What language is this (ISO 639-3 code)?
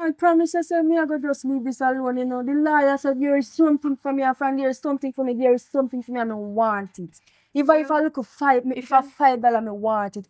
jam